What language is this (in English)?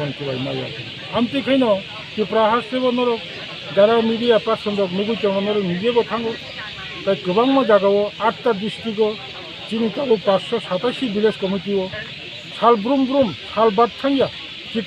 Kok Borok